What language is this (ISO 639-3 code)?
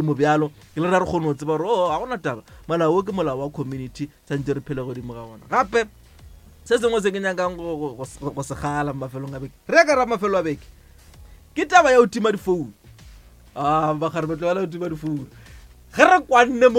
nso